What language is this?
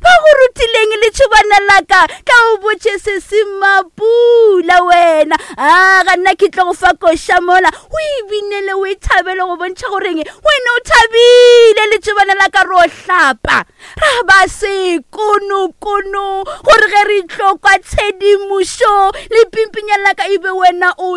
Northern Sotho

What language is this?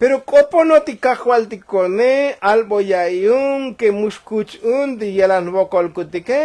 Tzotzil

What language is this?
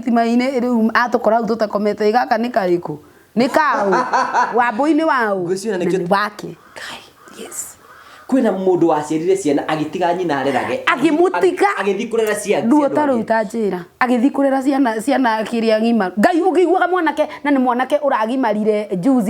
Kikuyu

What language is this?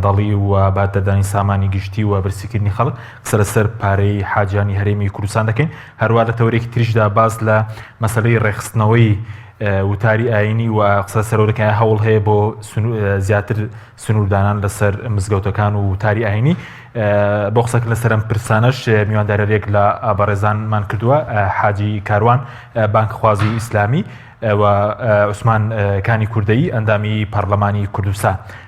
Central Kurdish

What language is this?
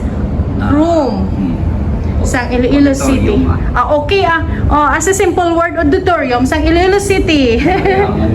Hiligaynon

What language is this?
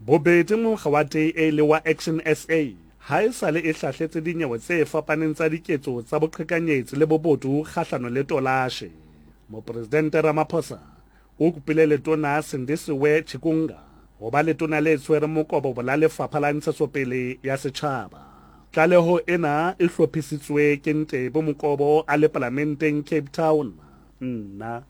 Southern Sotho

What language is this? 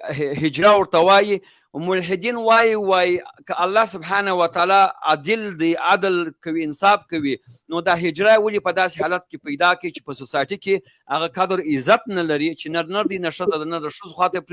Pashto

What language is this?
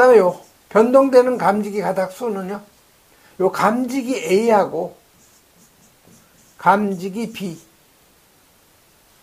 Korean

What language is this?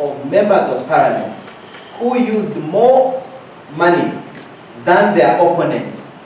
Nyankole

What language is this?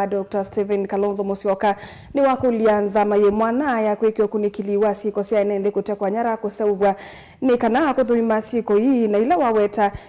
Kamba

